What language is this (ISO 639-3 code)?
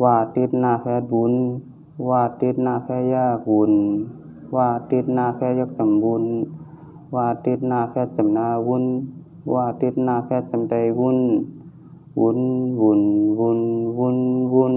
shn